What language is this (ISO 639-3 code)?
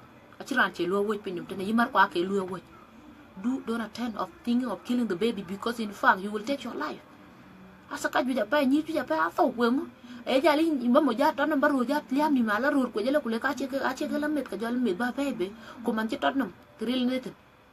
din